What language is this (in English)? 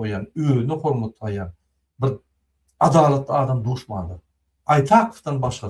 Turkmen